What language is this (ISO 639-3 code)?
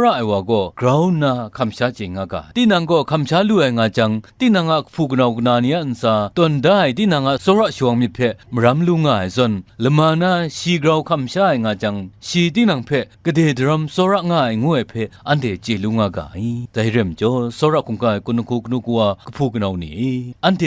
kac